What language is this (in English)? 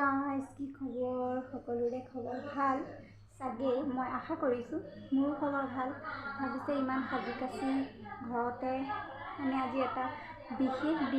Assamese